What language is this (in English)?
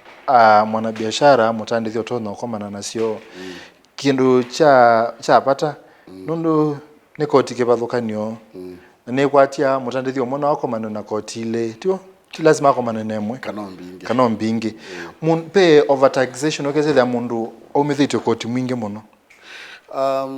Kamba